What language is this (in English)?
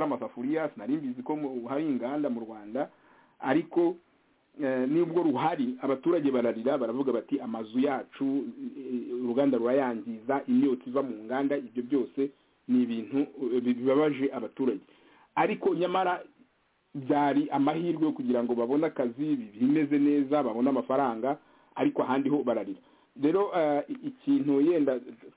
Kinyarwanda